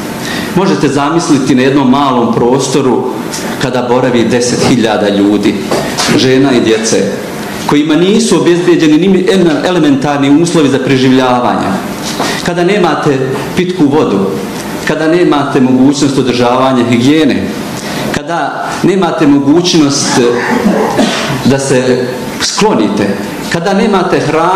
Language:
Bosnian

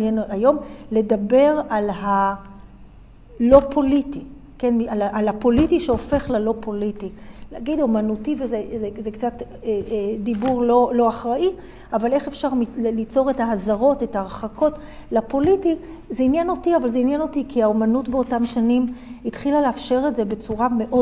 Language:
Hebrew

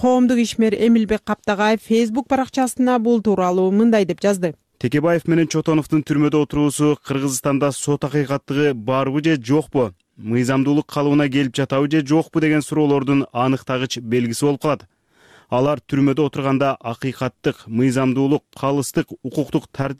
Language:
Kyrgyz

